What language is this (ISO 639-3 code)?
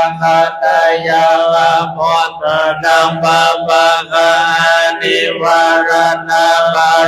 pli